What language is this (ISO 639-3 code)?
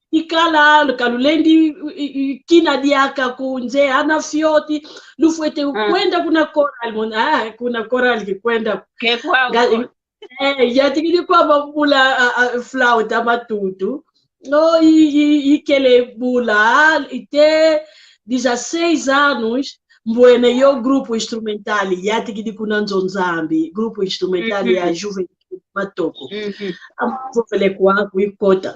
kwy